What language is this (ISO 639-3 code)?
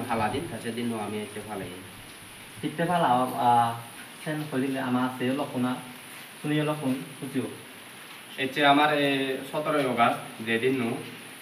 ccp